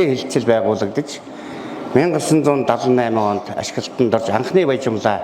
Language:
Mongolian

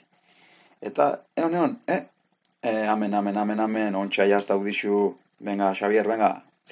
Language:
Basque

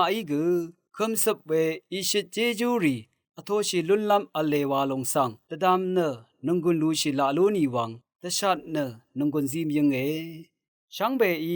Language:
Rawang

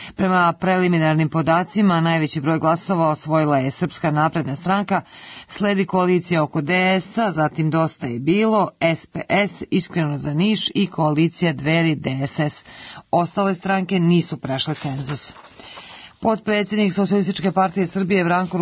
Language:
Serbian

